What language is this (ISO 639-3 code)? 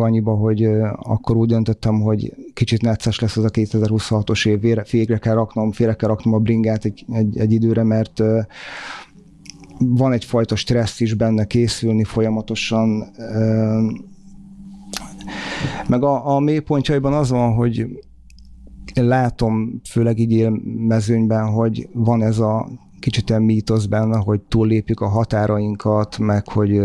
hun